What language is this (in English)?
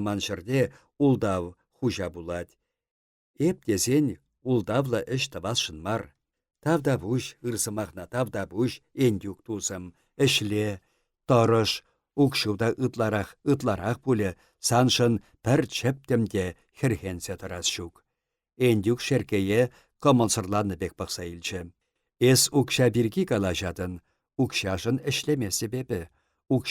Chuvash